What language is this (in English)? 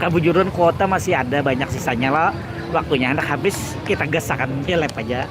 Banjar